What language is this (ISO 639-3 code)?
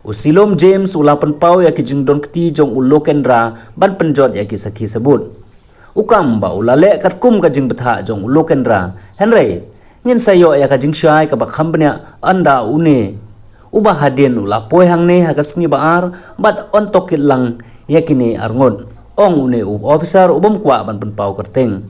kha